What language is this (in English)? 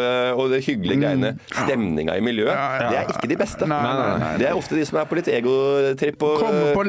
Norwegian